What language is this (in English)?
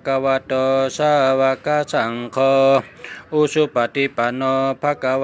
Shan